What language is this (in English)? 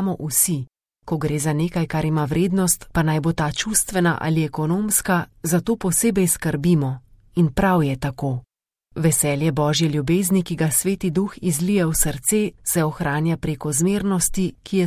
Slovenian